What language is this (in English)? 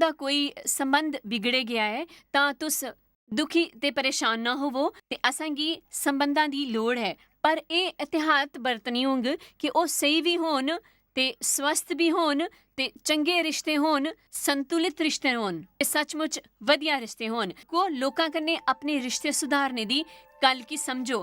Dogri